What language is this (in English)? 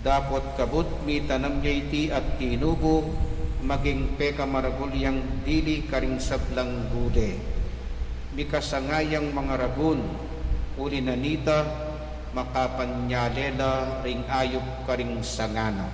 Pampanga